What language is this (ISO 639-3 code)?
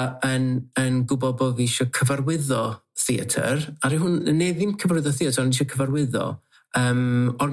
cym